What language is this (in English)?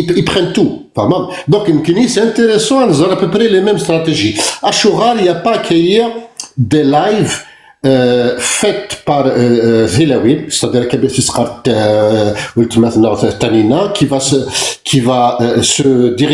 Kabyle